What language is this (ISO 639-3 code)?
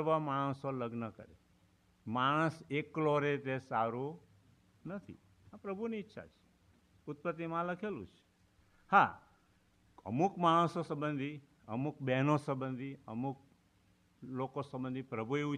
guj